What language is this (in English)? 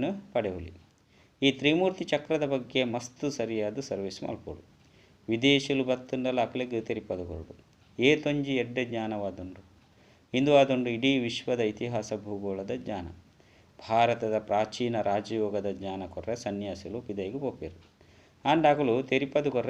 Tulu